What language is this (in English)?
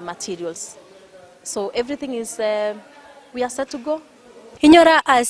Gusii